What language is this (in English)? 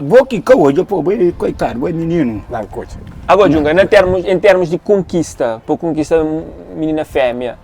Kabuverdianu